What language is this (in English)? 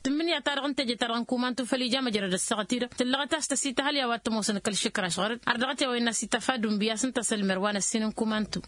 Tamasheq